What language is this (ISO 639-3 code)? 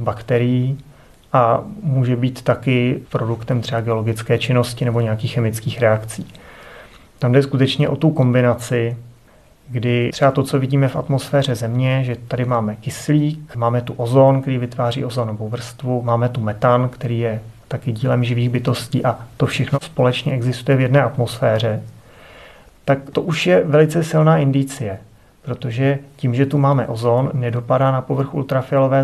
ces